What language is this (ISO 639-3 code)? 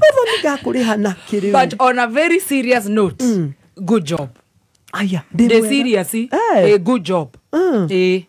kik